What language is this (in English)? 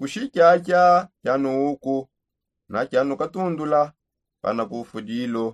Songe